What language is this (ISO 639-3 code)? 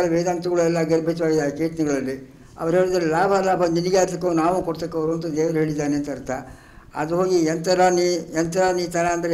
kan